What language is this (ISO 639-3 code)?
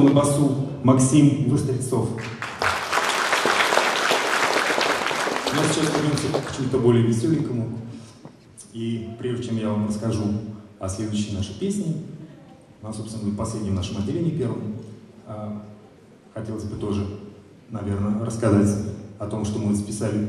rus